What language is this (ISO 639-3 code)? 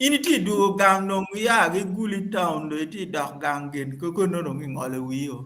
ach